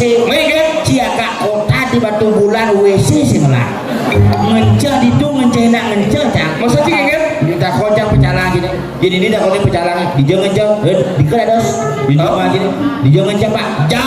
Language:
Balinese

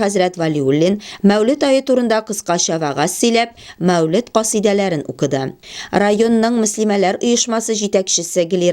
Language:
Tatar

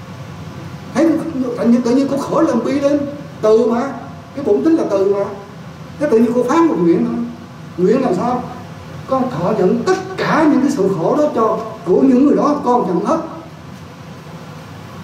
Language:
Vietnamese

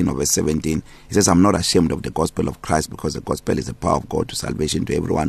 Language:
English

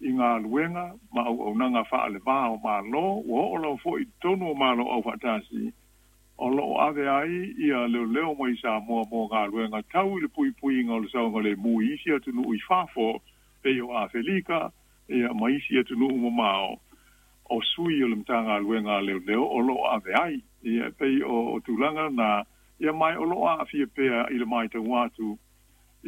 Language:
Samoan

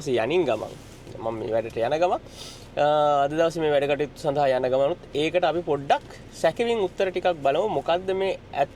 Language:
Sinhala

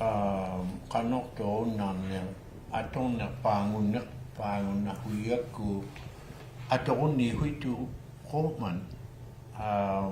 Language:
Inuktitut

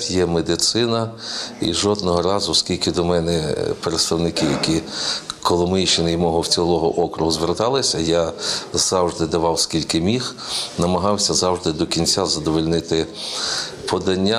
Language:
Ukrainian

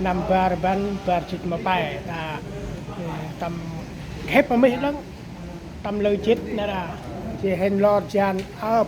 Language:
Central Mnong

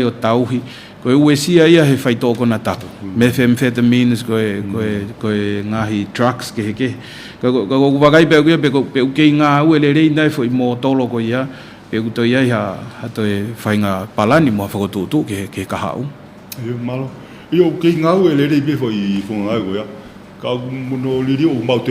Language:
Tongan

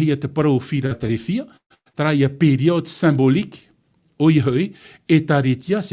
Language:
Tahitian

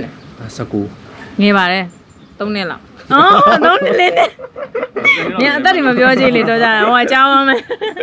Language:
Burmese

